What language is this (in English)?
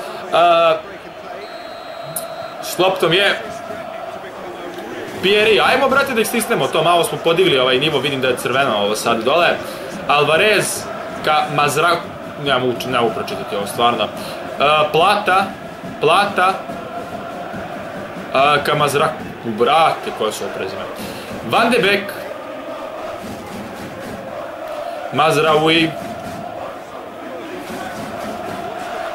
Serbian